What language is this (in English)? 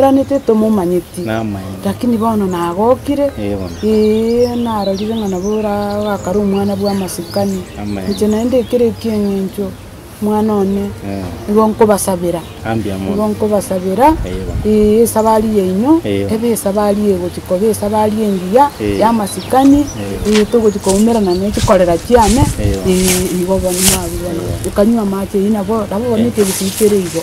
Gusii